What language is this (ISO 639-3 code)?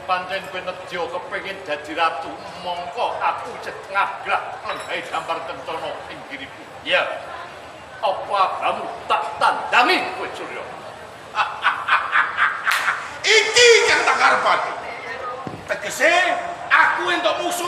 jav